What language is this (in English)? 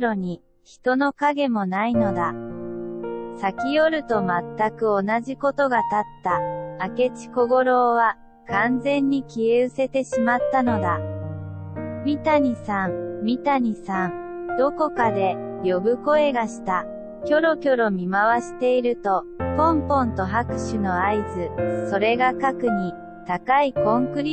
Japanese